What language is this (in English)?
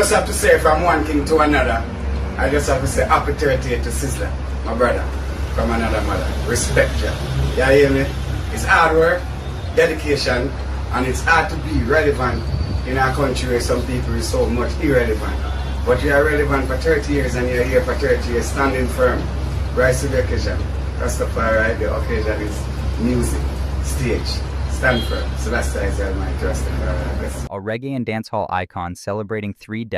Jamaican Creole English